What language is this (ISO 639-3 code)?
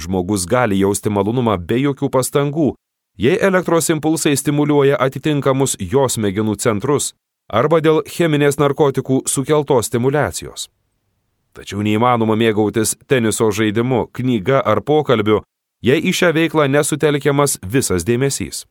lit